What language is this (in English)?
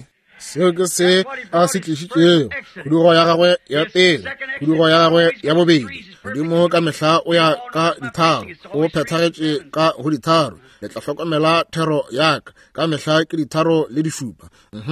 Northern Sotho